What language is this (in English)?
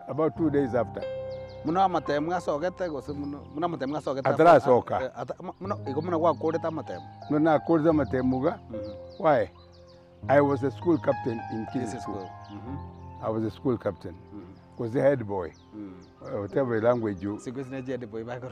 Gusii